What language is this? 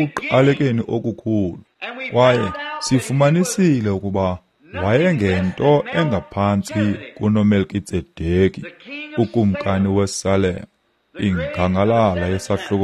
Xhosa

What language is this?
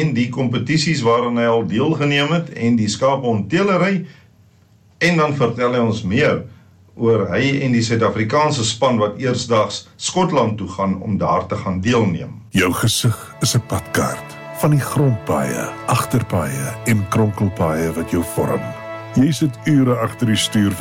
Afrikaans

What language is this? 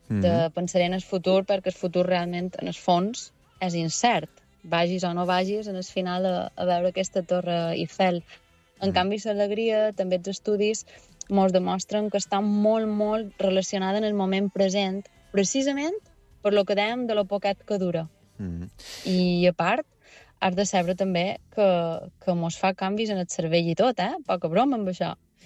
Catalan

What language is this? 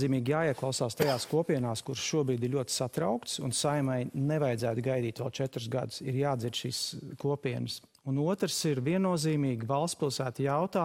Latvian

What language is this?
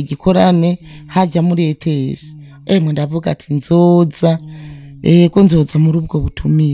Rundi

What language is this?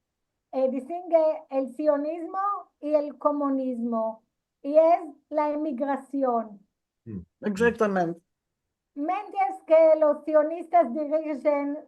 Ladino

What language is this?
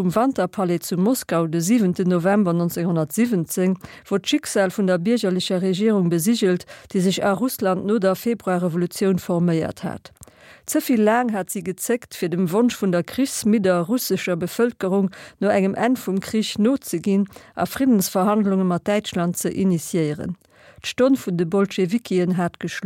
Luxembourgish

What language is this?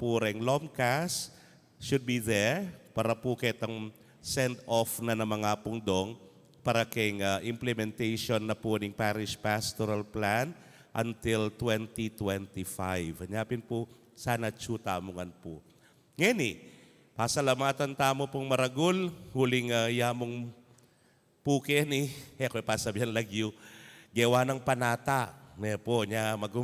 Pampanga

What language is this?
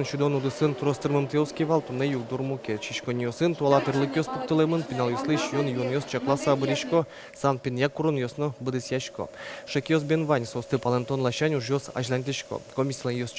Udmurt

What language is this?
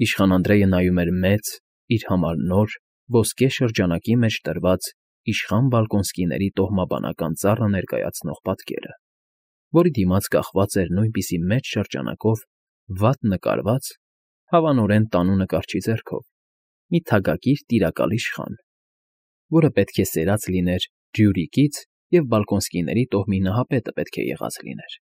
Armenian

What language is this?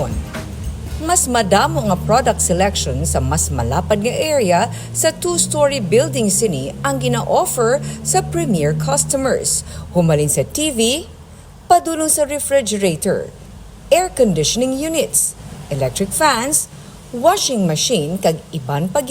Hiligaynon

